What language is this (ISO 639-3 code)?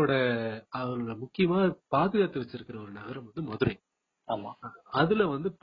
tam